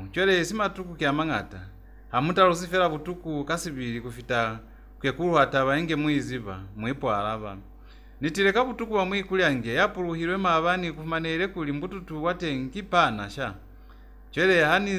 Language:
Lozi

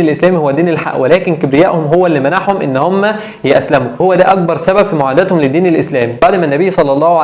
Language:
Egyptian Arabic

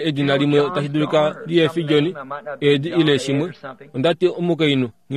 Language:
Kuanyama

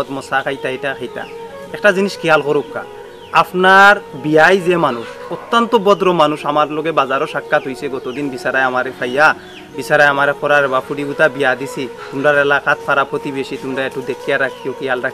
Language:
Sylheti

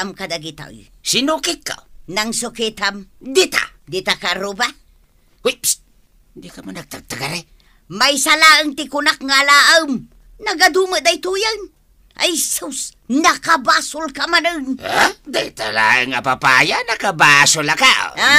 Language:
Iloko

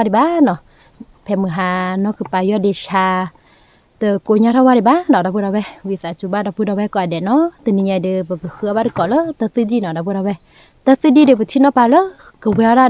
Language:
S'gaw Karen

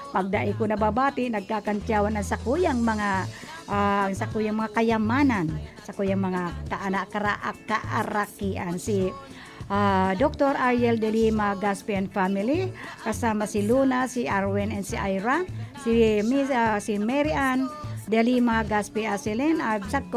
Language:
Bikol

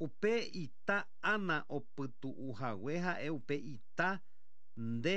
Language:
Guarani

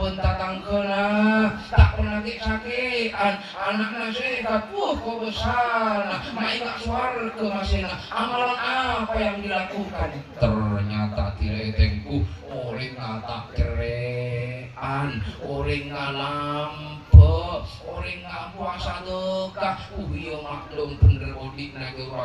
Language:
Madurese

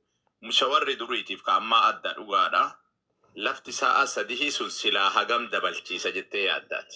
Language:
Oromo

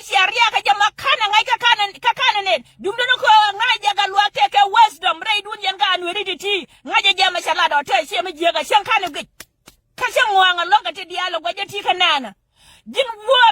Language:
Nuer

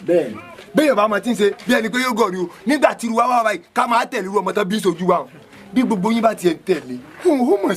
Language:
Yoruba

